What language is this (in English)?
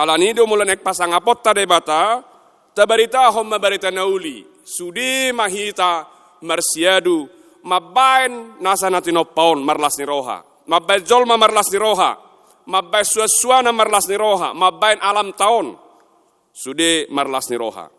Batak Toba